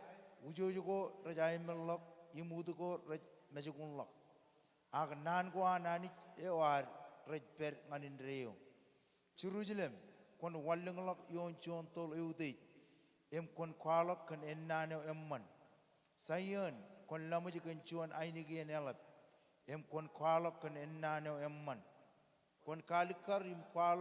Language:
Marshallese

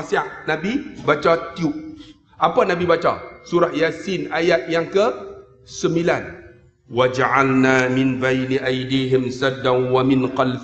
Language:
Malay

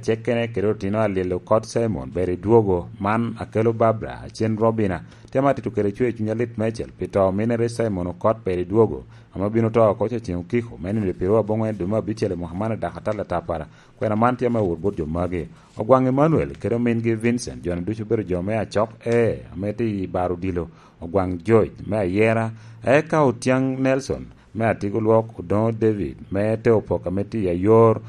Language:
Lango (Uganda)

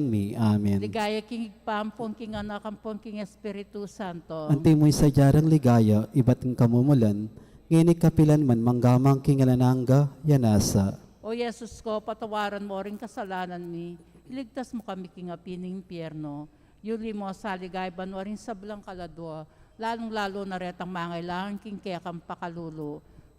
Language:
Pampanga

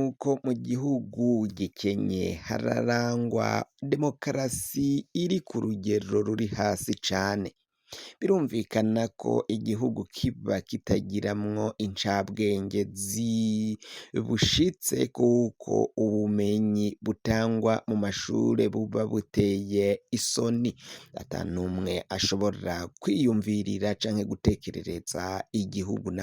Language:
Rundi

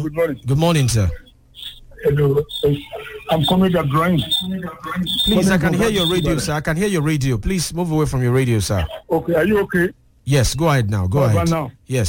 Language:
English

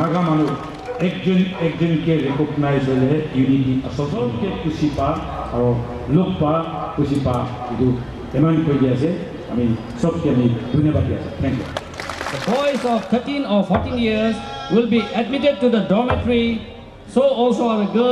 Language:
Naga Pidgin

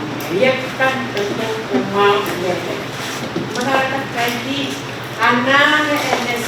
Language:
Pohnpeian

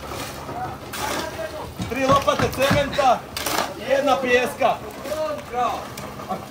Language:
Croatian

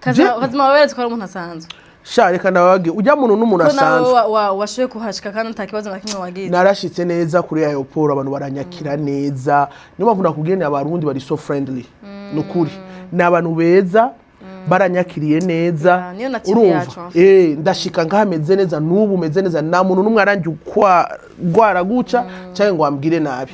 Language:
Rundi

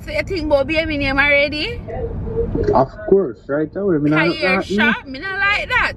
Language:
Jamaican Creole English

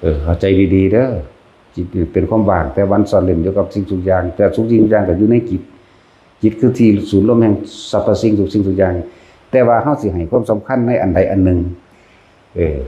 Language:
Northeastern Thai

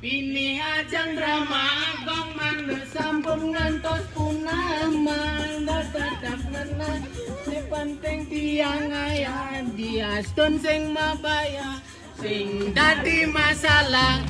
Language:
Balinese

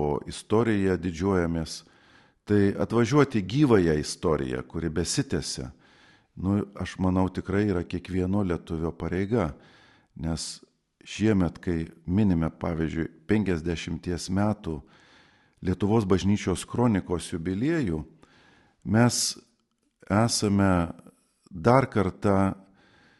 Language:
Lithuanian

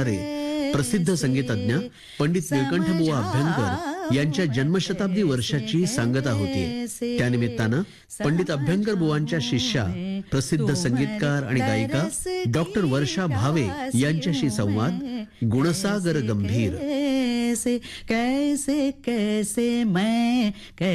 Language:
Marathi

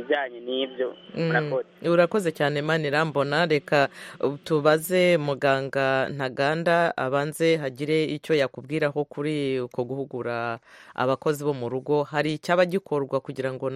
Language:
Kinyarwanda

